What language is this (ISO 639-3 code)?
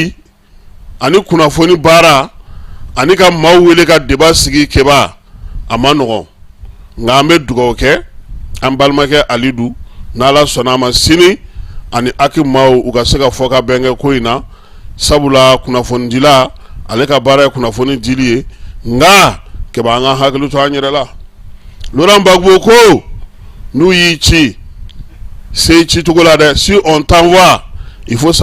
bam